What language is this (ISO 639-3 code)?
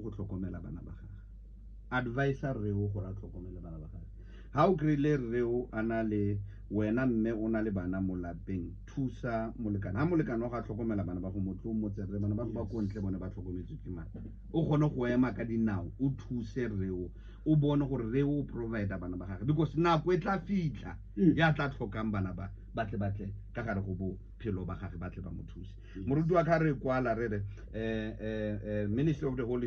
tsn